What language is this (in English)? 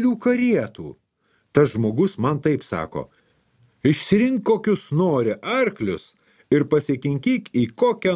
Lithuanian